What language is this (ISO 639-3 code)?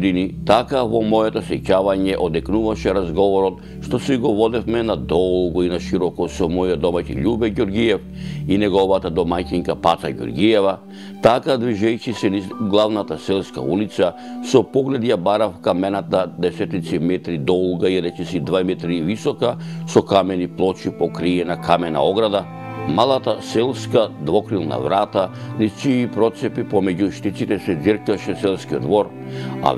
mkd